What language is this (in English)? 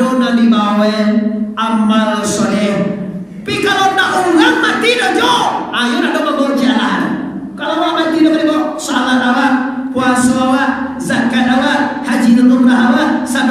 Minangkabau